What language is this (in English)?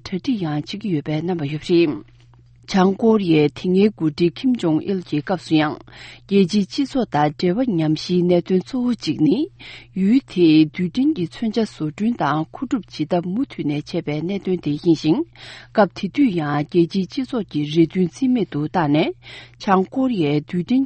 Tibetan